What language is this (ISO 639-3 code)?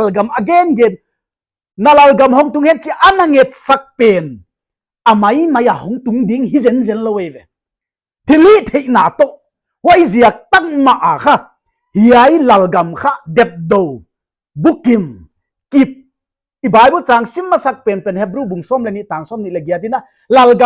pck